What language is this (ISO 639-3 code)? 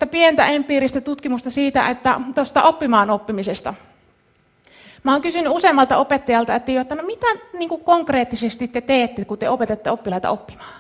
fin